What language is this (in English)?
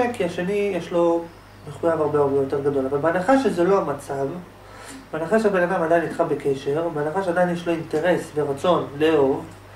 Hebrew